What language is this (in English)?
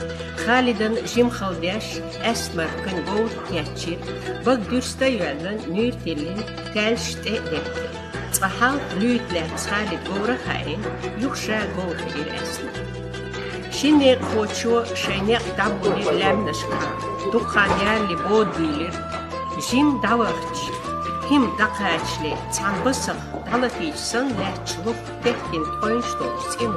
Chechen